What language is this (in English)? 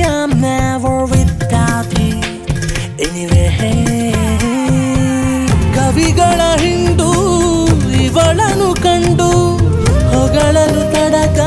Kannada